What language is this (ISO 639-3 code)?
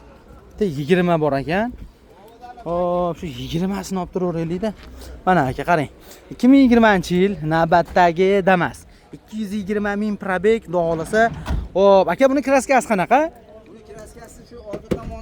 uzb